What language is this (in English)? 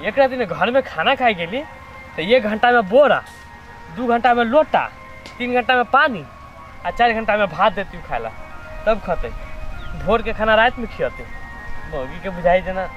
Maithili